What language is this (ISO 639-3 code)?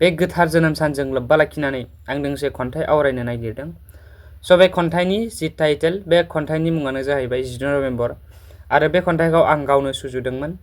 brx